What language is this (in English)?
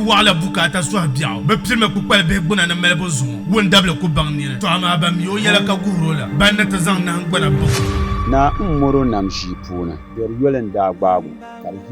Dagbani